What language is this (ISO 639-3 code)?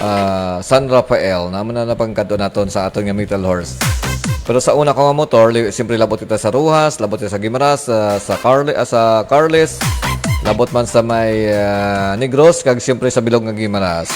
hil